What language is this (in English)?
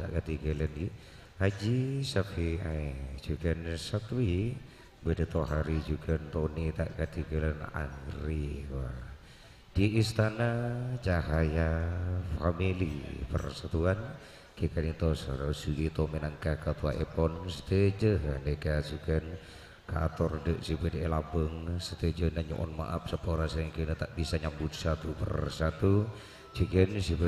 Madurese